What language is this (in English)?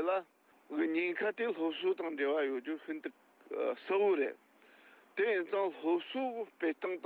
Tibetan